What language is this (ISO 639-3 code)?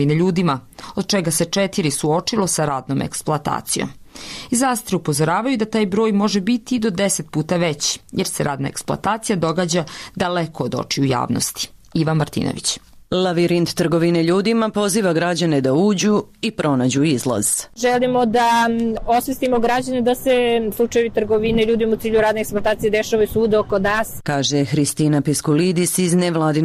srp